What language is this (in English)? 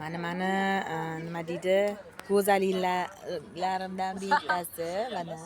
Uzbek